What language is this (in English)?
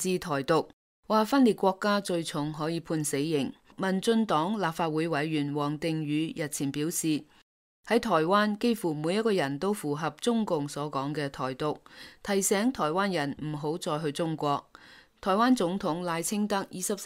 Cantonese